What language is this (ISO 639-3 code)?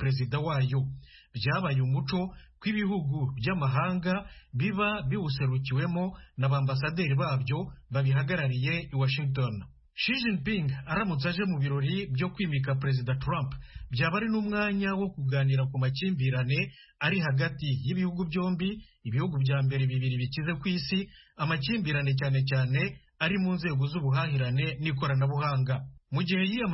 kin